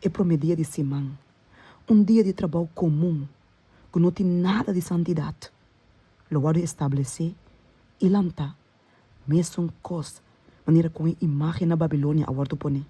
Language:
Papiamento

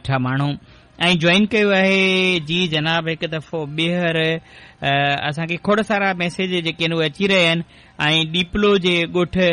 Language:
Sindhi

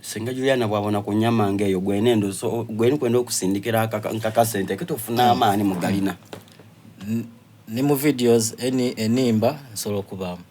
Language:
Soga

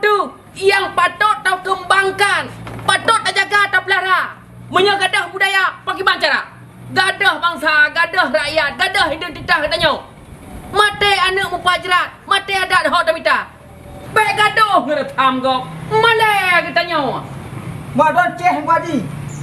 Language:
Achinese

